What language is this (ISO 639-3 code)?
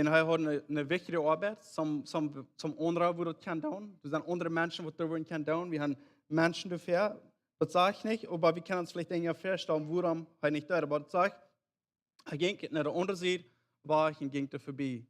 pdt